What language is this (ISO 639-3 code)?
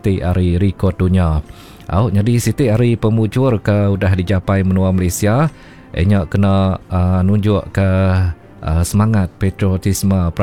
iba